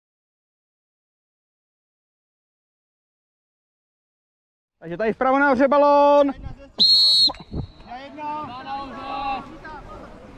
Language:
Czech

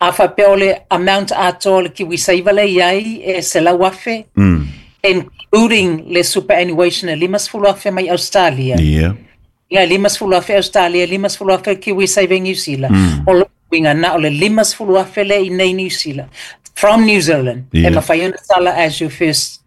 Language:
Samoan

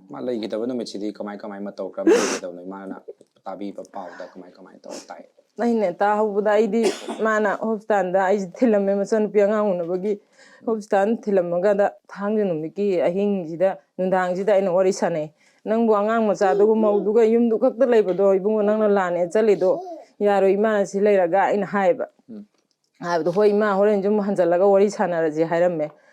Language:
Manipuri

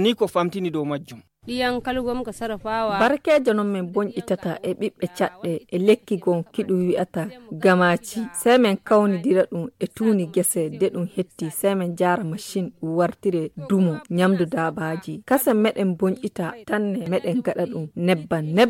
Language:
Nigerian Fulfulde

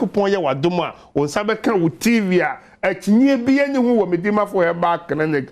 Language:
Akan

